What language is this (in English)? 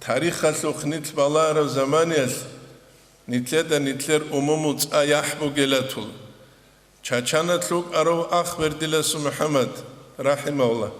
Avaric